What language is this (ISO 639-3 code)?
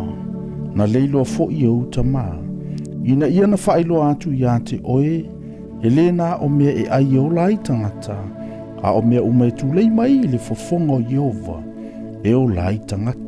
smo